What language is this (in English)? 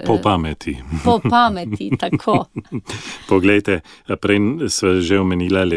Slovenian